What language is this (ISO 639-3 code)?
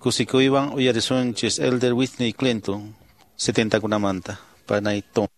que